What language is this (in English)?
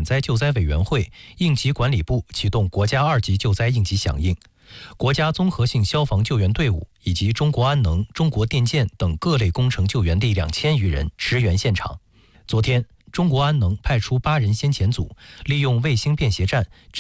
Chinese